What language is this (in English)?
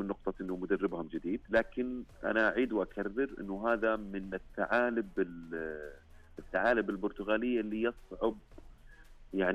Najdi Arabic